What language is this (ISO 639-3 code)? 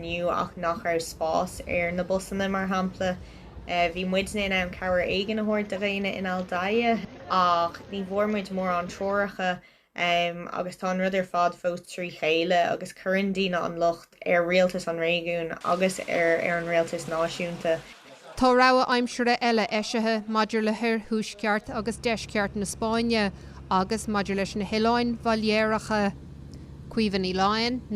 gle